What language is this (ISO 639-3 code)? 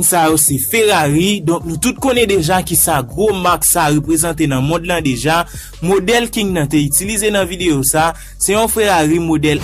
hat